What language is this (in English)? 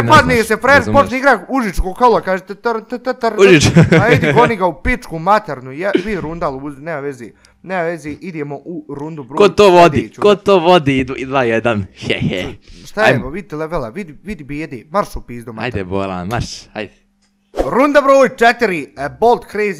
Bosnian